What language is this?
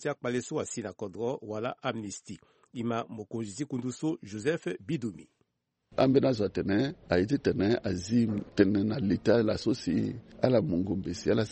Sango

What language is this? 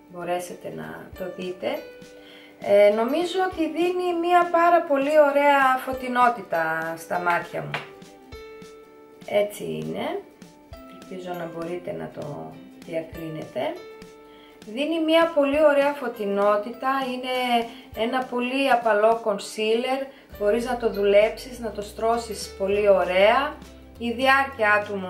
Greek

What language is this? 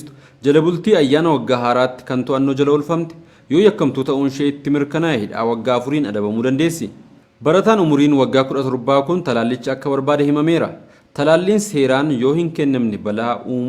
Oromo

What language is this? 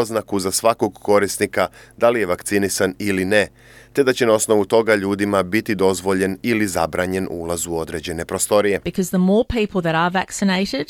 Serbian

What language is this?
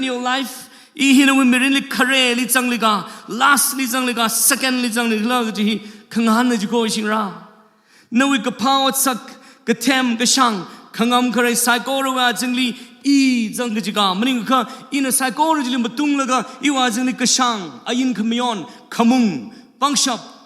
Tangkhul Naga (India)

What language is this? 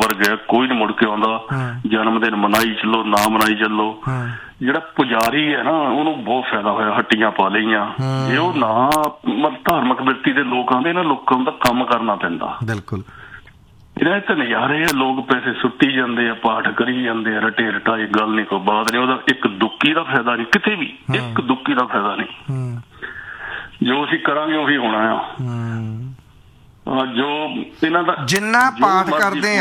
Punjabi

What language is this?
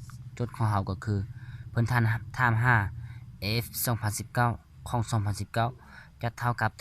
Lao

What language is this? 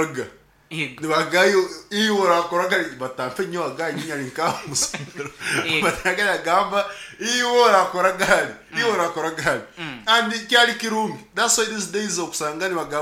Nyankole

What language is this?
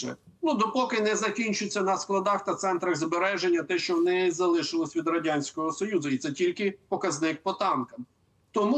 Ukrainian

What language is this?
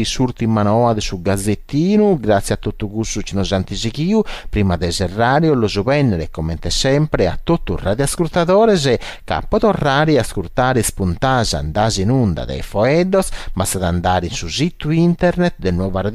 Sardinian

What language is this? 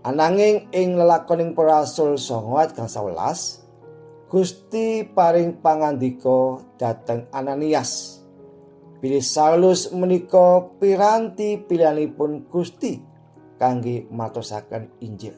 Javanese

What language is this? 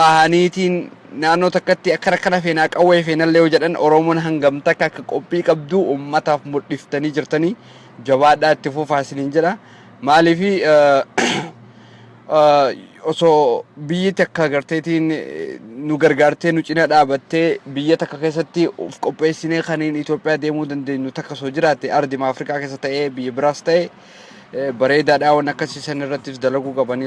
Oromo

